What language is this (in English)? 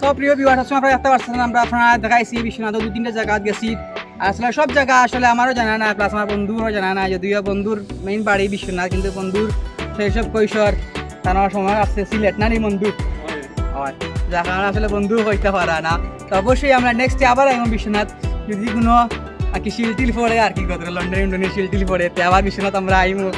Sylheti